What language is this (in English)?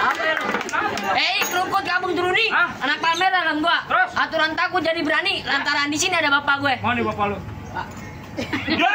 Betawi